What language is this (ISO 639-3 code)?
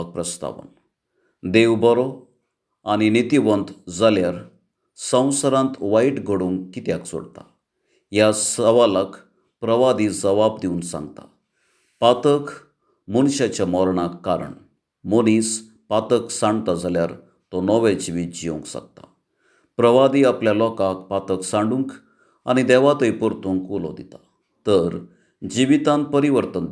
kok